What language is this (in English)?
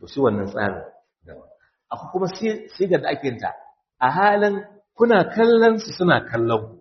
Hausa